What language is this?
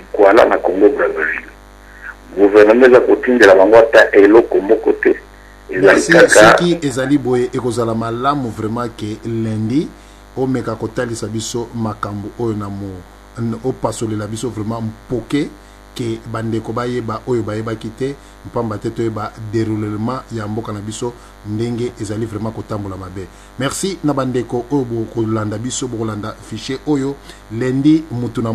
Lingala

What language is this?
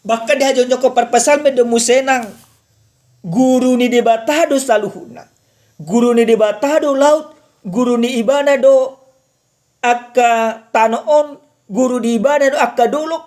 Batak Toba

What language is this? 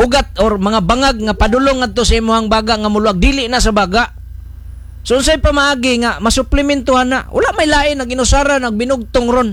Cebuano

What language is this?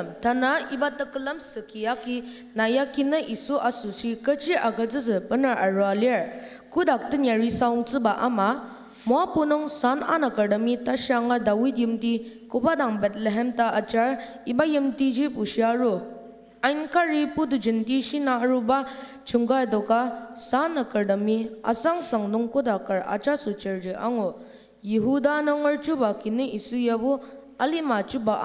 Ao Naga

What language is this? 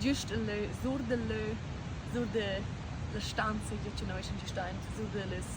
Romansh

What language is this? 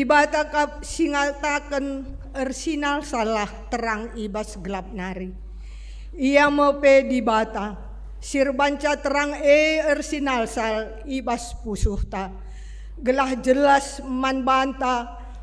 Batak Karo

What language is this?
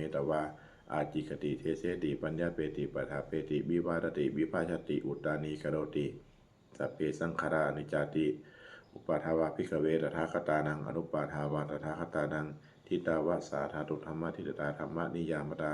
Pali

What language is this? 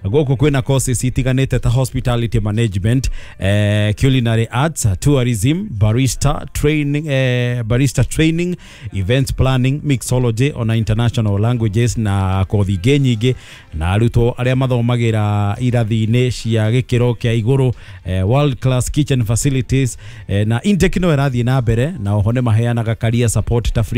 Kikuyu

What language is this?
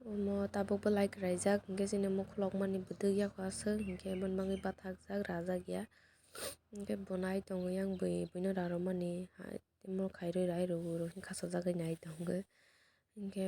Kok Borok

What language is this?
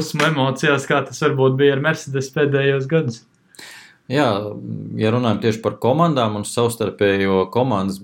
Latvian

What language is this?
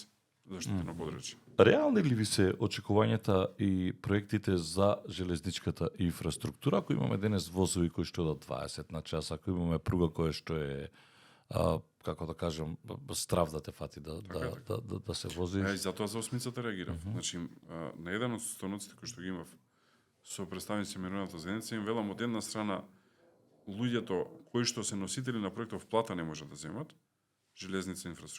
Macedonian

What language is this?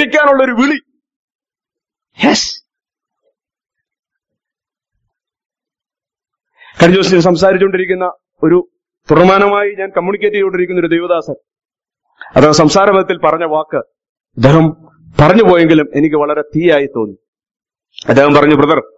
Malayalam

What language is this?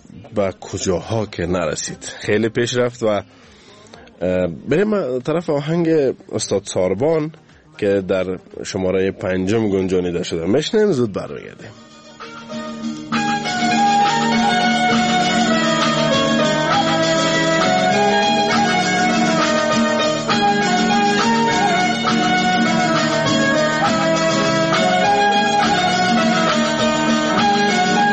Persian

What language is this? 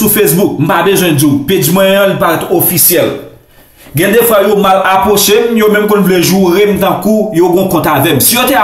Haitian Creole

